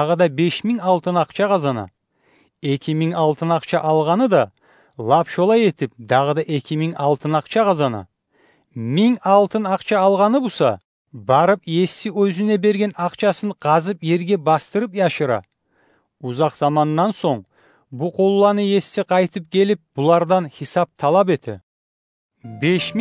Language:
Kumyk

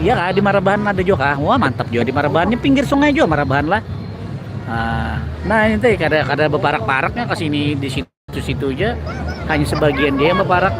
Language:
Banjar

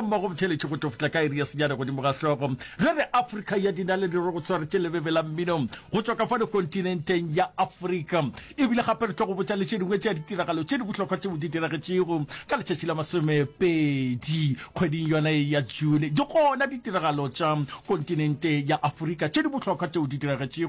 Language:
Northern Sotho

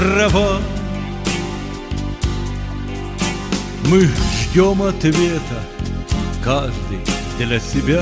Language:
Russian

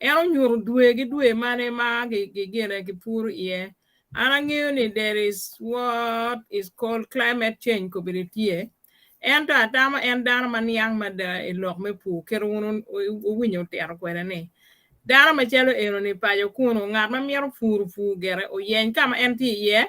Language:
Acoli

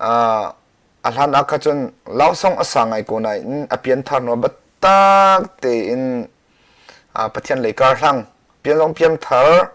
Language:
Hakha Chin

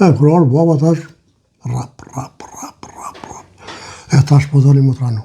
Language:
Albanian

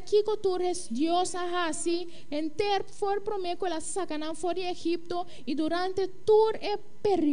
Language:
Papiamento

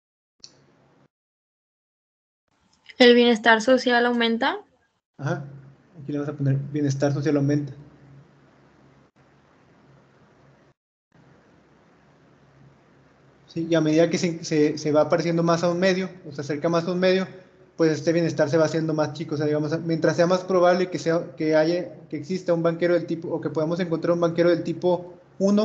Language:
Spanish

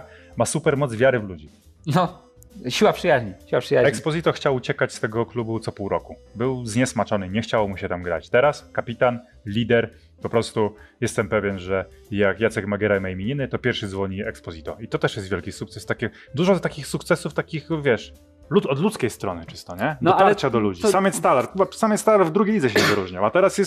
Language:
Polish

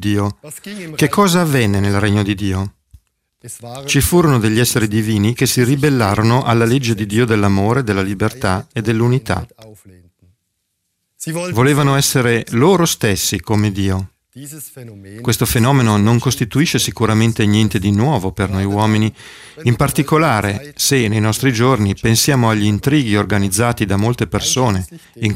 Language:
Italian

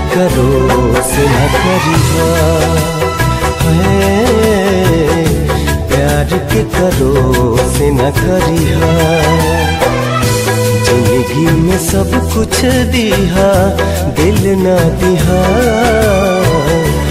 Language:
Bhojpuri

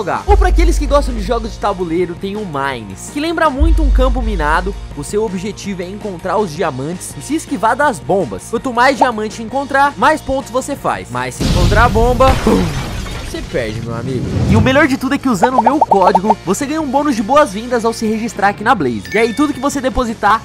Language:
Portuguese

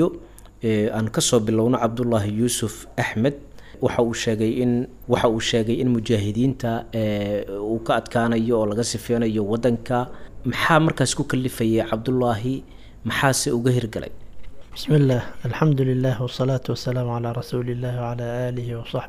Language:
Somali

